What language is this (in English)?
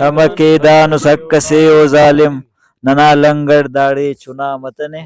Brahui